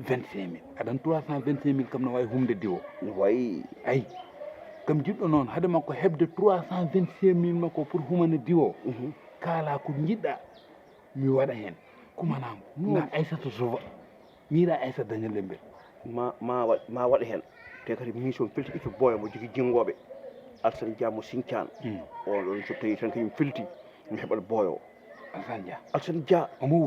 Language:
Fula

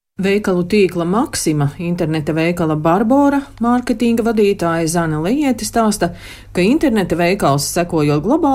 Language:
Latvian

